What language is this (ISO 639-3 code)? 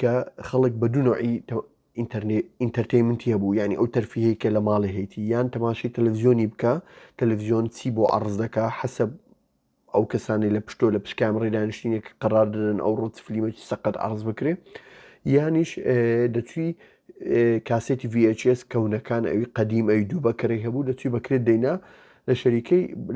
ckb